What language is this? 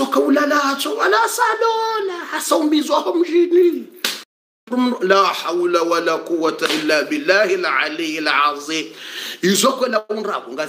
Swahili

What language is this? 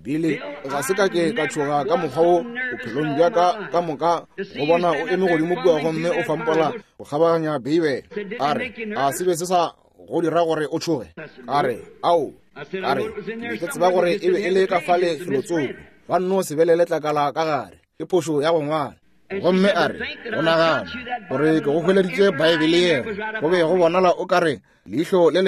Northern Sotho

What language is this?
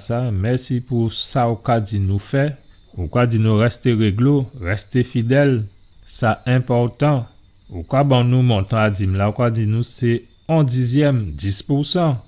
Guadeloupean Creole French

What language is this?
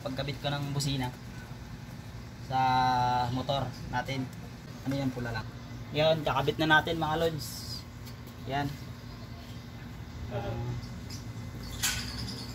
Filipino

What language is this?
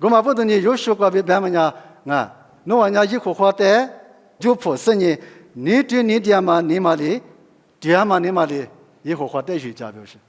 Lisu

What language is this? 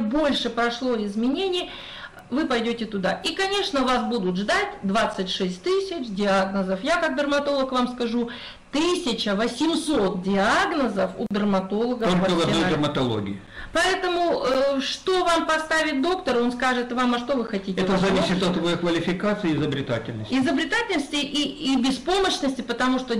Russian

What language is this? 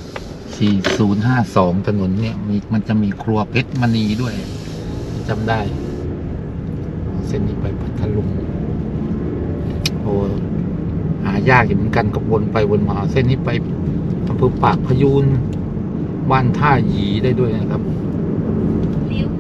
Thai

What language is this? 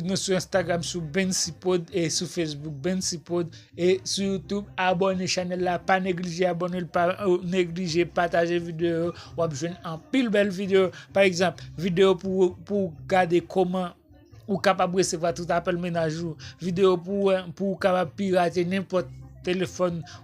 Haitian Creole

